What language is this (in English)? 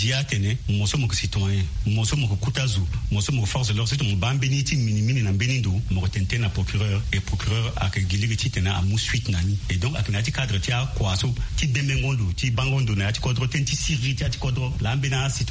Sango